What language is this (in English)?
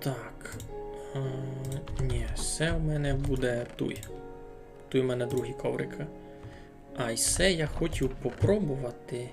Rusyn